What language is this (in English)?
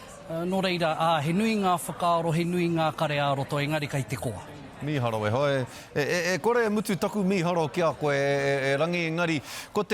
Māori